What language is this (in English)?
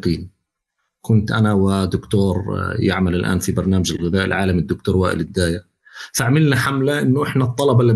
North Levantine Arabic